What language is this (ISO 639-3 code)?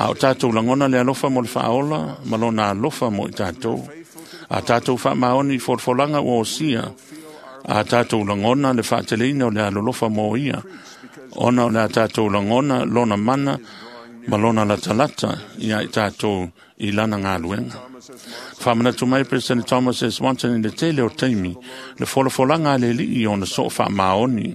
smo